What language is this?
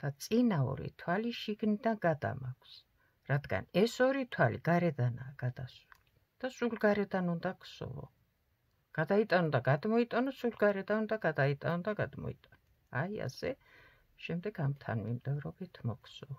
Georgian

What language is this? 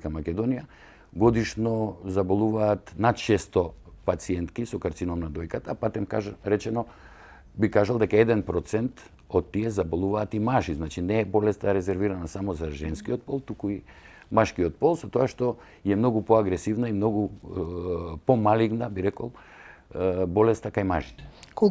Macedonian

